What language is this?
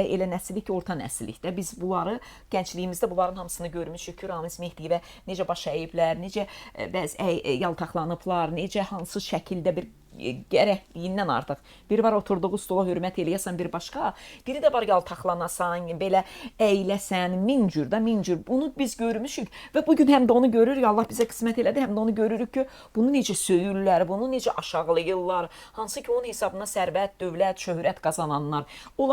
Azerbaijani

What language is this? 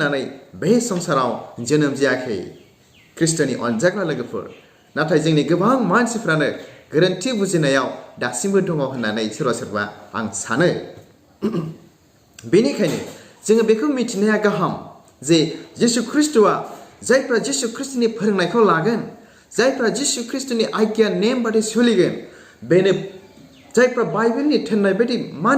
Bodo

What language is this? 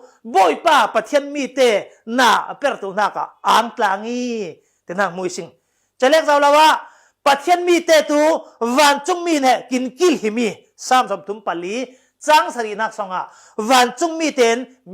Falam Chin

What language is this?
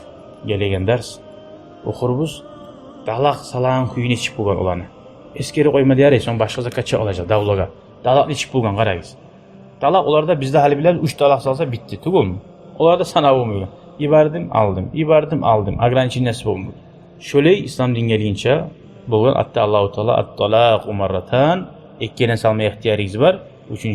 Kumyk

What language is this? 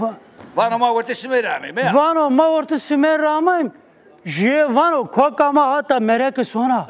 Zaza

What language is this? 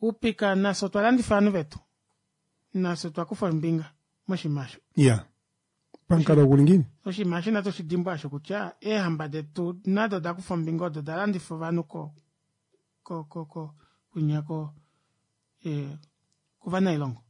Kuanyama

